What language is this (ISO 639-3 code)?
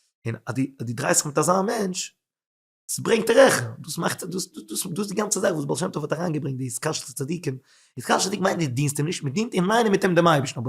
yid